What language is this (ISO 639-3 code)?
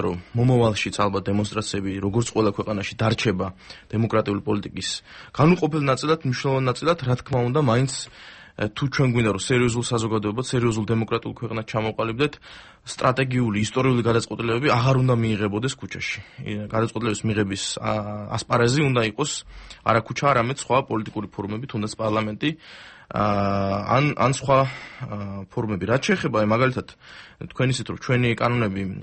kat